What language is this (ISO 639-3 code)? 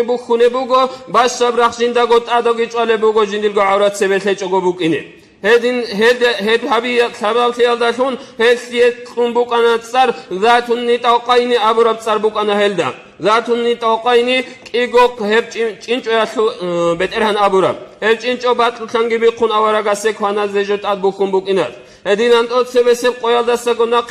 ava